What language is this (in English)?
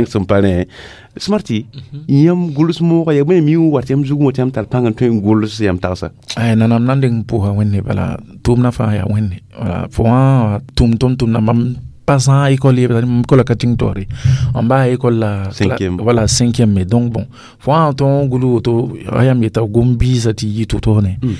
Mossi